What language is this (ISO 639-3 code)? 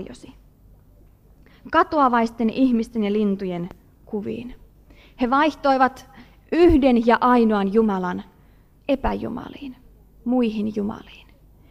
fin